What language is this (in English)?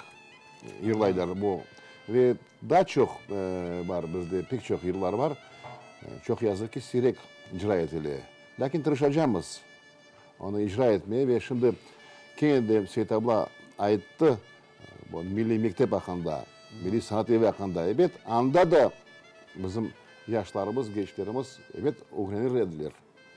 Crimean Tatar